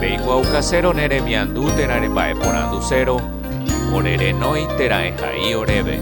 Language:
Guarani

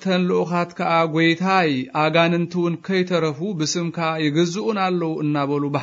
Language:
Tigrinya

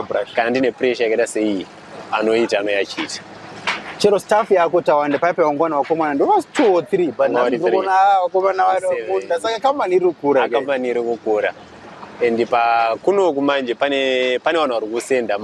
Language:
Shona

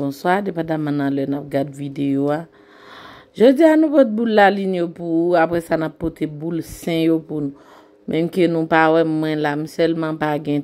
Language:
Haitian Creole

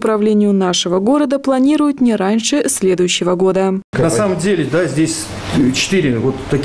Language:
Russian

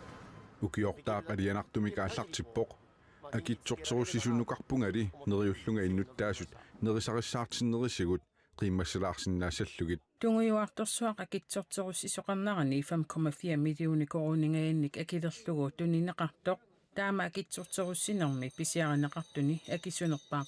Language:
Kalaallisut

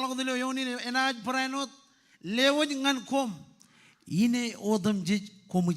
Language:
Marshallese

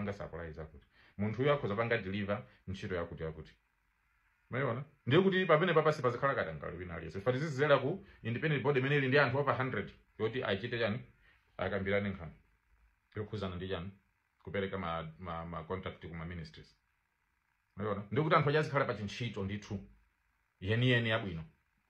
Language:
Nyanja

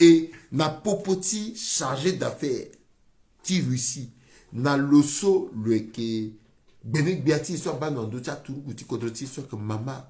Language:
Sango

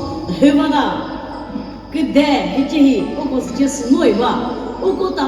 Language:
Chokri Naga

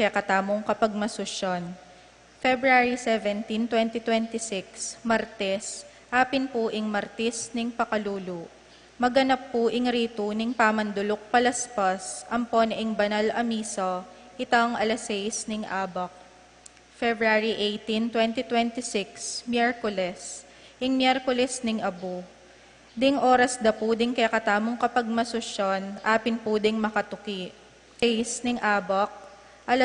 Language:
Pampanga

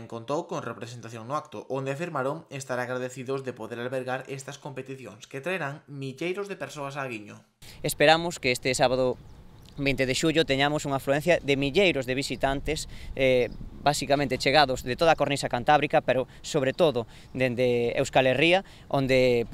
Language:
Galician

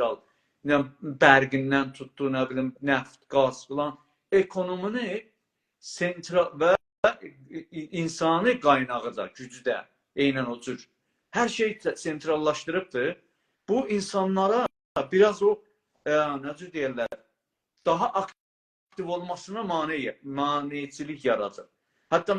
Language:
South Azerbaijani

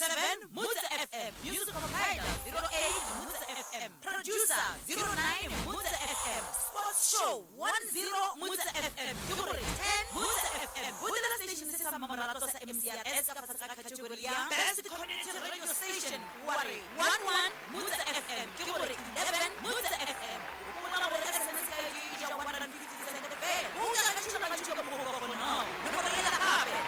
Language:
Northern Sotho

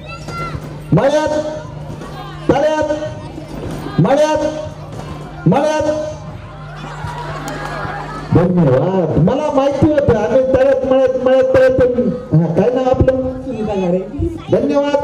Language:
Marathi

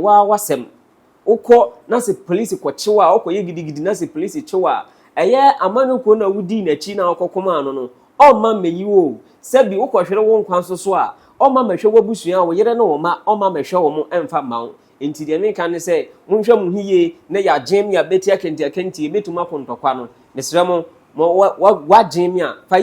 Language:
Akan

